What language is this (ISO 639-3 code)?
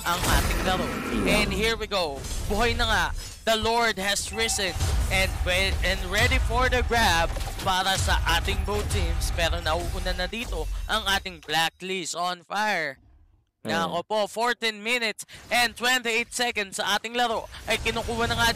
fil